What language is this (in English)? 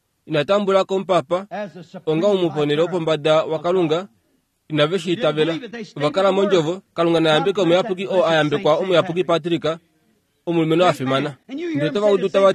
Kuanyama